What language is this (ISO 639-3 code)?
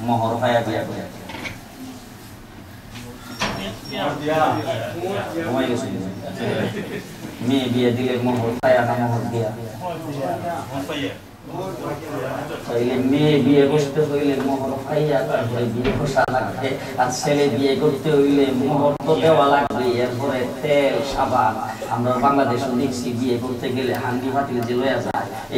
ben